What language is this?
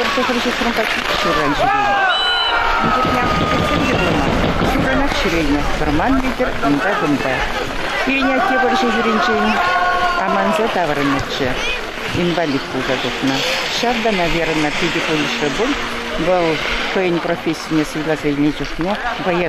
Chuvash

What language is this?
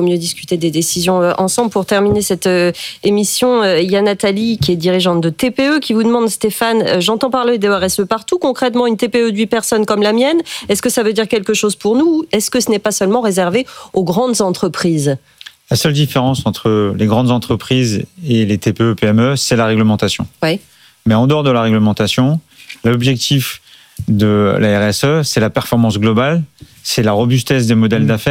French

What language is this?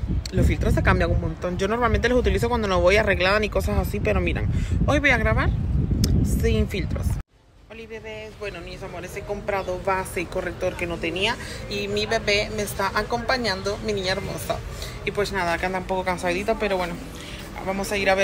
Spanish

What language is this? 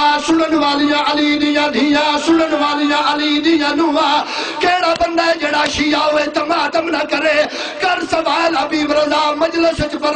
Saraiki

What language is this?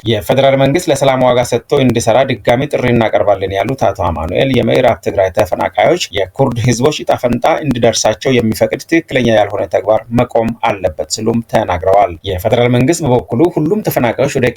Amharic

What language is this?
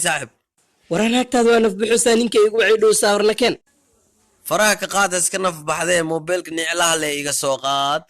Somali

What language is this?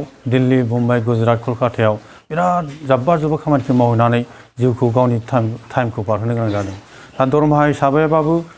Bodo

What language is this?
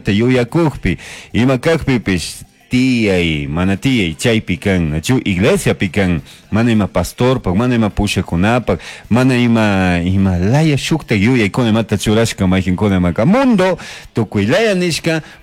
Chimborazo Highland Quichua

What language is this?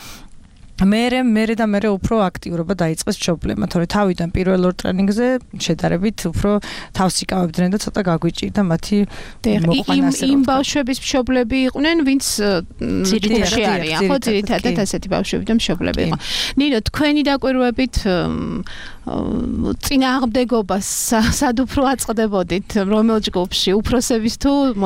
Georgian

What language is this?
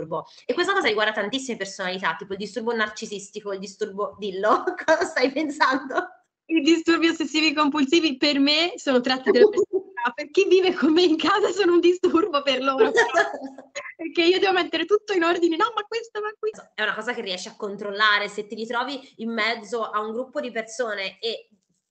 Italian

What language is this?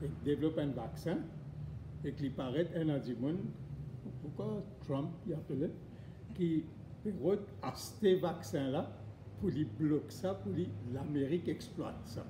Morisyen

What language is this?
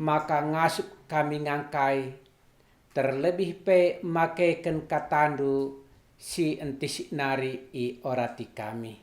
Batak Karo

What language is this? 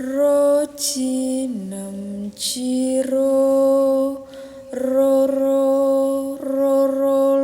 Javanese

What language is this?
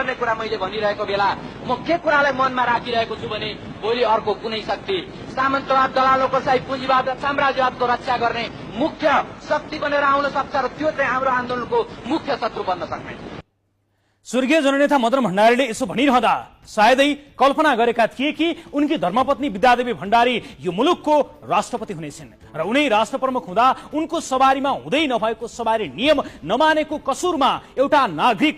Nepali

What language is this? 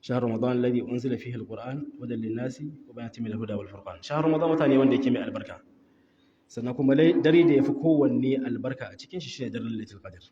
Hausa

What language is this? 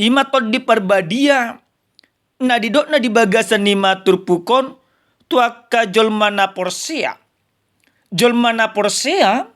Batak Toba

